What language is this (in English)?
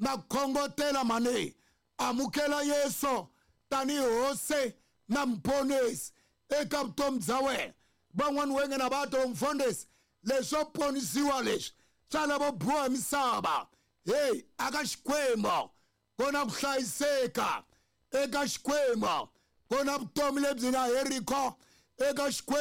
Tsonga